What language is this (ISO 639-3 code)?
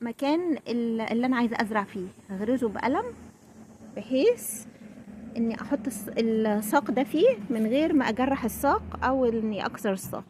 arz